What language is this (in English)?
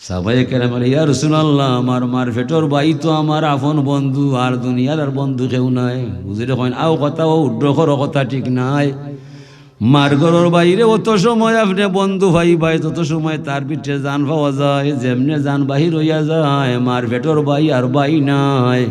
Sylheti